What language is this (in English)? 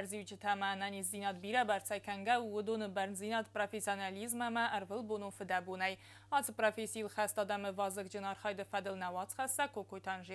Ossetic